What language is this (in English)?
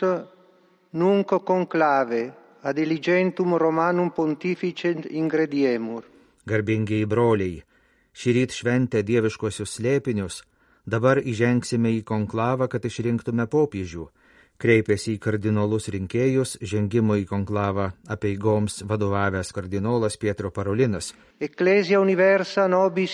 Lithuanian